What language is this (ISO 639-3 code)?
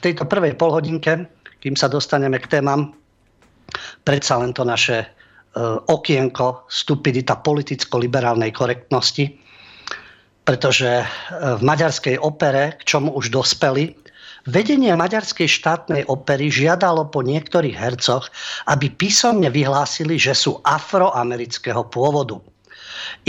slk